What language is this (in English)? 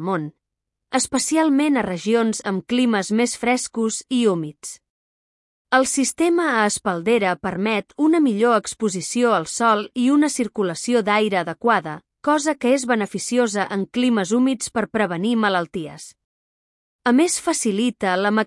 Catalan